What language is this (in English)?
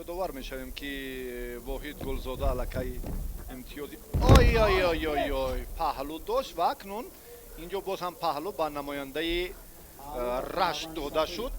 Tajik